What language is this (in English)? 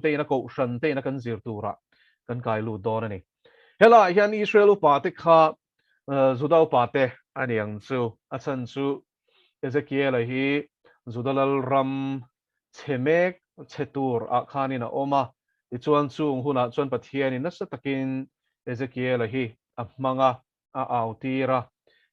Mizo